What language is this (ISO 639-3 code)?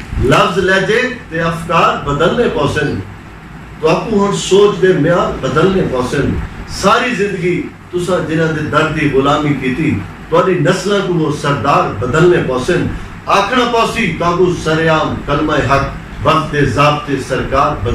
skr